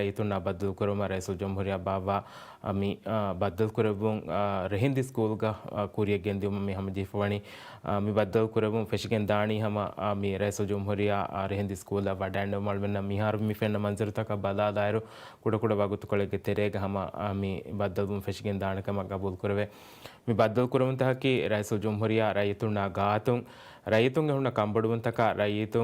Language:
Divehi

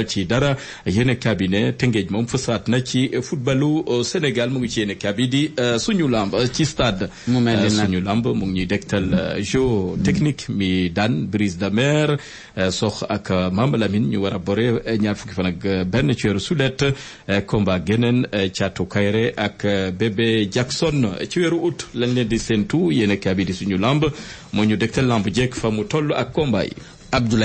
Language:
Wolof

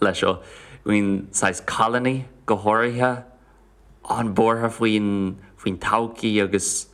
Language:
Irish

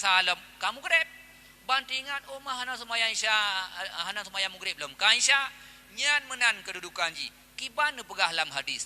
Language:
Achinese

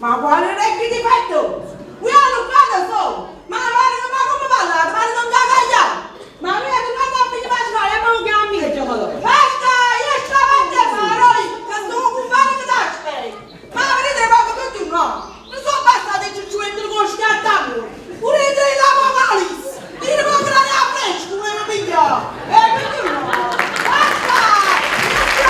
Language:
Neapolitan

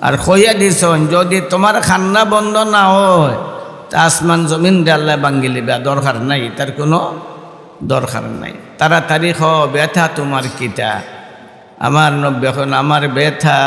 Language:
Sylheti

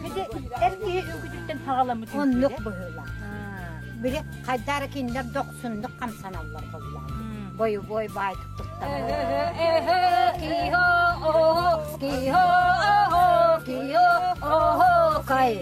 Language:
Yakut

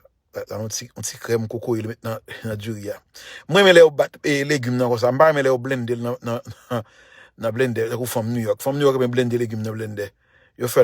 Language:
Haitian Creole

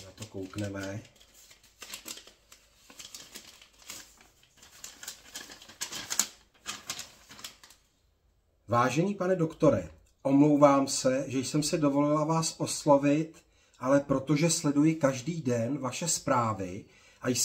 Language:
Czech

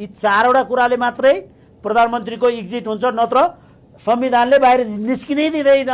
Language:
Nepali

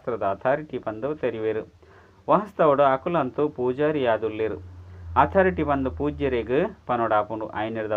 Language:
Tulu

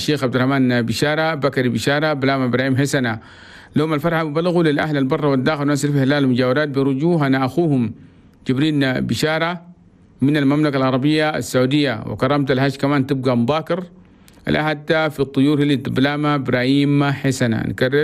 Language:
Chadian Arabic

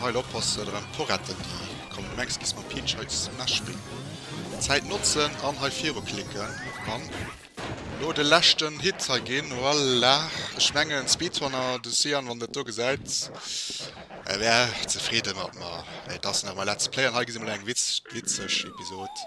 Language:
Luxembourgish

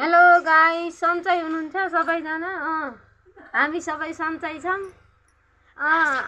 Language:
Nepali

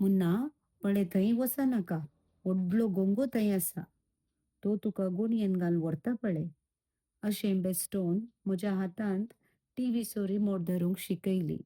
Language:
Konkani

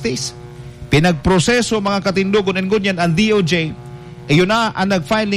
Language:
Bikol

